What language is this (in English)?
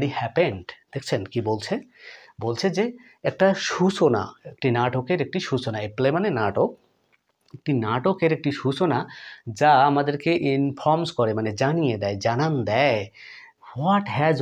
Bangla